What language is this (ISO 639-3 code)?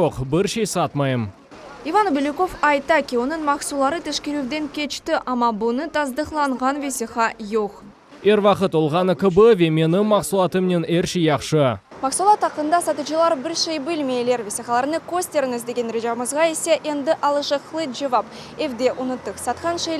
crh